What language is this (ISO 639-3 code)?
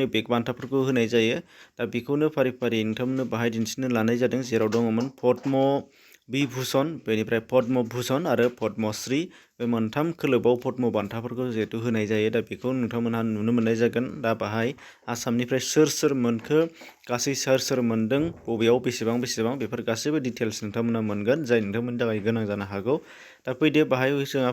brx